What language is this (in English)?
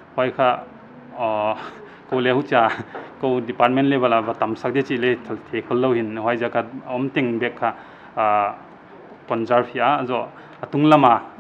Paite Chin